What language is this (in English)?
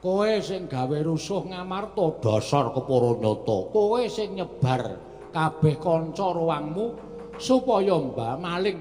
Javanese